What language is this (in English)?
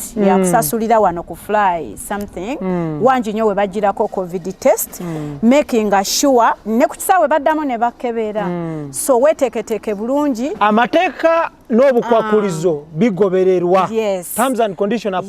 Ganda